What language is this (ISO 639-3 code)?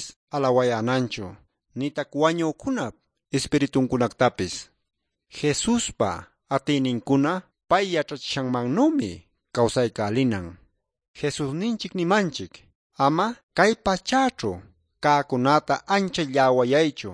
que